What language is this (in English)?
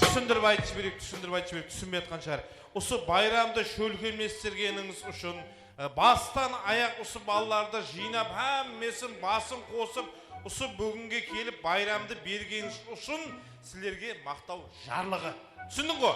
Kara-Kalpak